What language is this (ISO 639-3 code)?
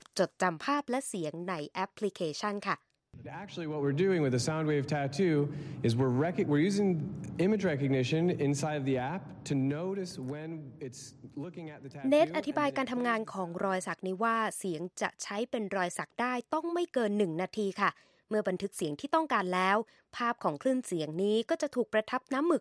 tha